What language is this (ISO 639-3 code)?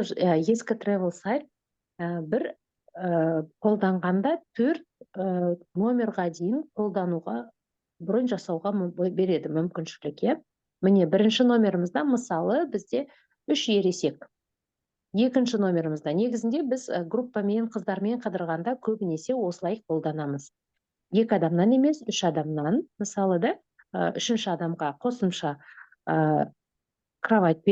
kaz